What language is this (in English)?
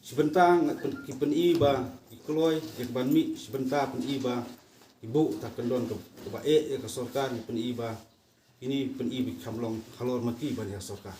Khasi